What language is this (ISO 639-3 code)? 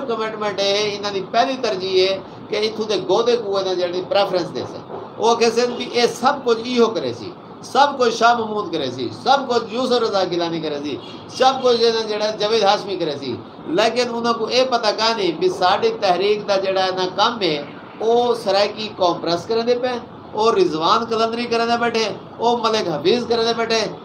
skr